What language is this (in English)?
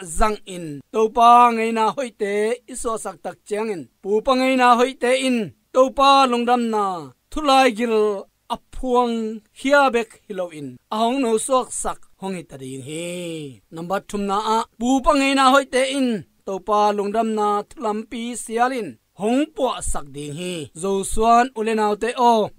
Tedim Chin